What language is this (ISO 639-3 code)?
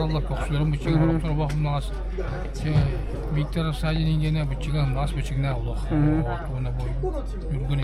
sah